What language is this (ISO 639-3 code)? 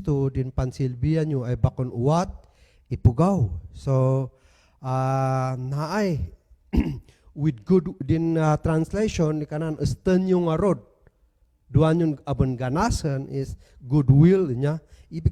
kne